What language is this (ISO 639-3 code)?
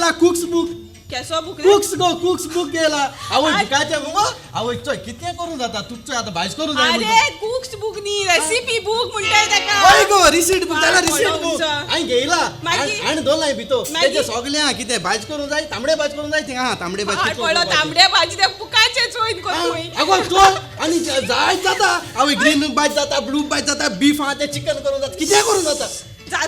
kok